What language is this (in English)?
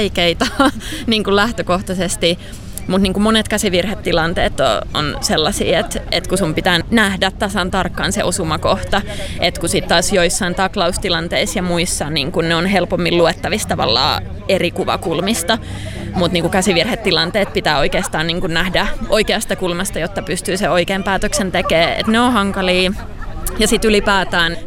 Finnish